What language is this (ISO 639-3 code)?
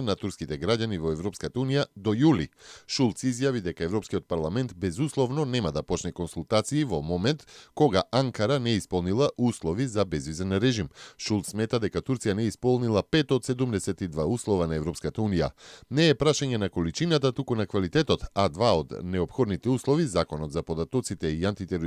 mkd